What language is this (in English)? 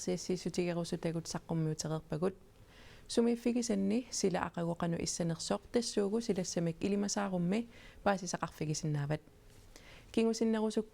Kalaallisut